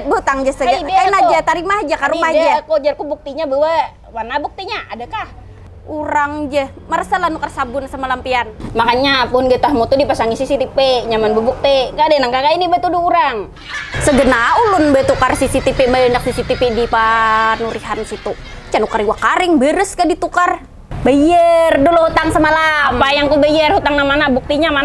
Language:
Banjar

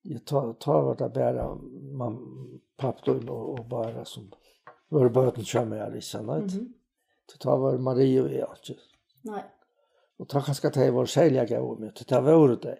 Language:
Faroese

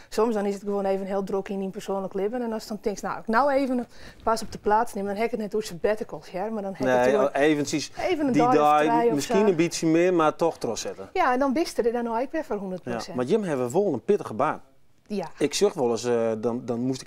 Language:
Western Frisian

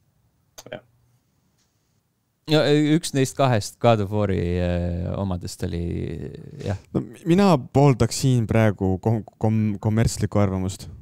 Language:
Estonian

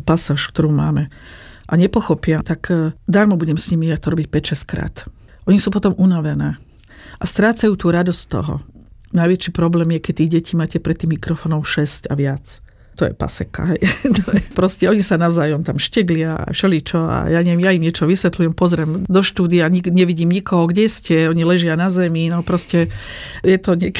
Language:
Slovak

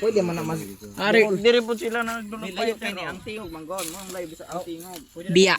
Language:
Cebuano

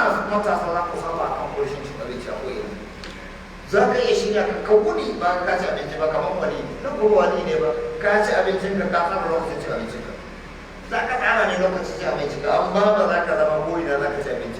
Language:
Hausa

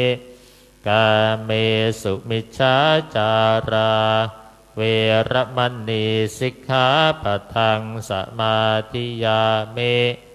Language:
Pali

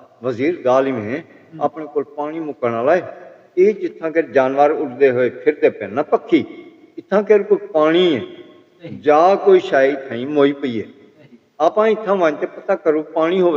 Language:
Saraiki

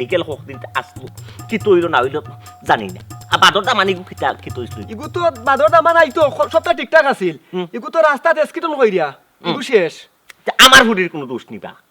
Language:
Sylheti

